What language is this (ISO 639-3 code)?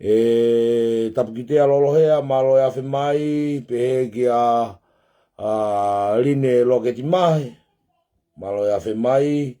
ton